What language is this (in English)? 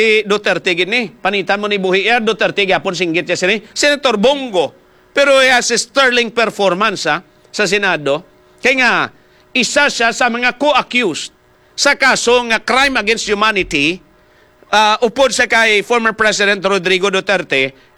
Hiligaynon